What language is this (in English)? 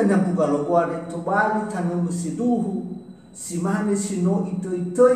Nias